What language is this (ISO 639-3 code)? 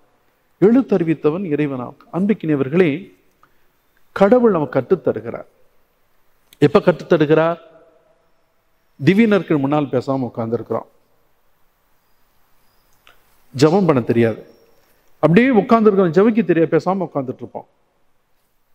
tam